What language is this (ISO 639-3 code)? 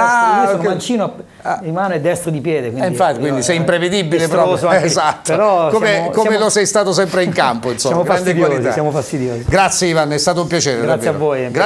ita